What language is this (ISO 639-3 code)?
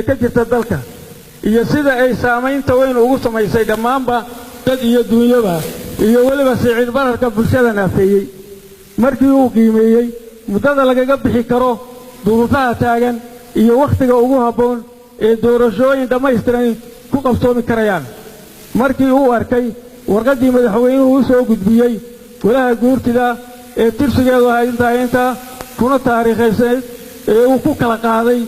som